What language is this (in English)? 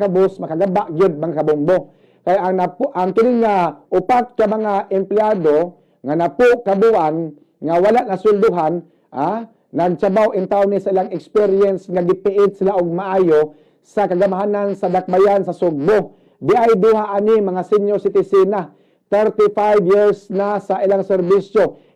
Cebuano